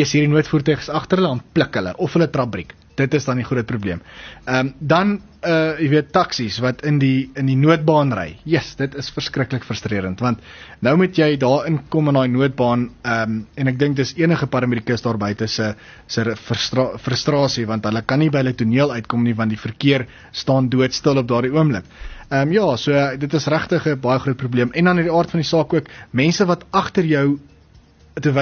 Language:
Afrikaans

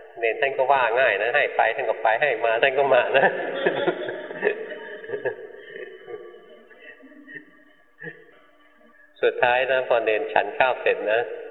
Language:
Thai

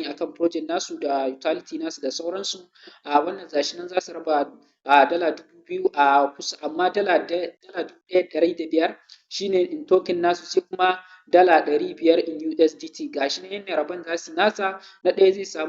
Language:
Hausa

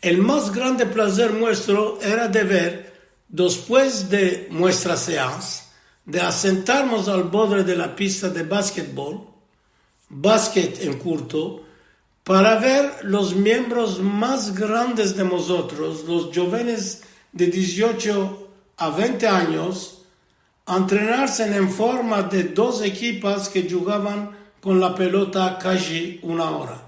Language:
Ladino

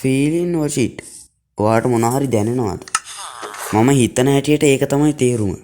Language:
Sinhala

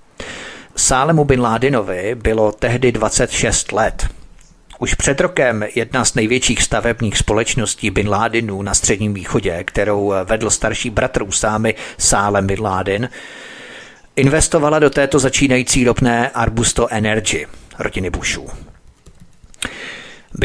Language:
Czech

